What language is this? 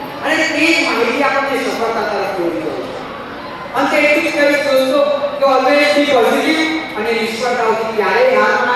Gujarati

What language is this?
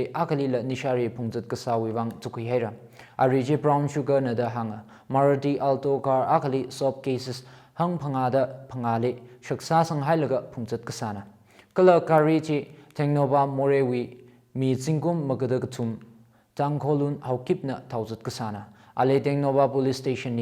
Tangkhul Naga (India)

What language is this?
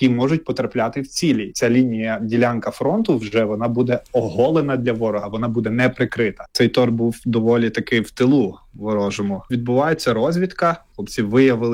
Ukrainian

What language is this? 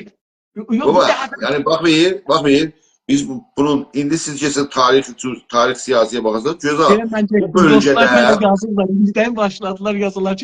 South Azerbaijani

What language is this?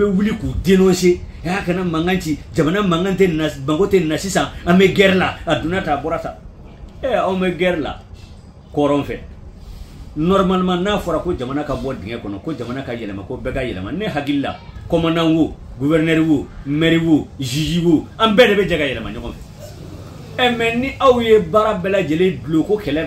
Bambara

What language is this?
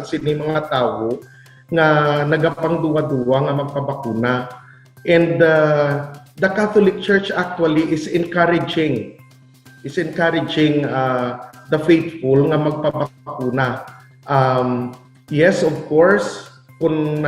Hiligaynon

